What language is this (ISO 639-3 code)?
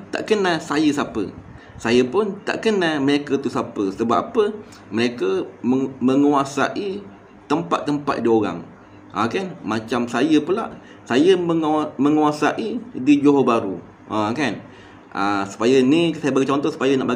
msa